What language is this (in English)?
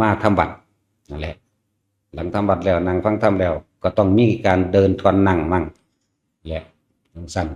Northeastern Thai